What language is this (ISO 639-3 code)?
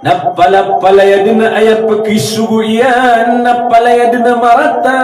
mrw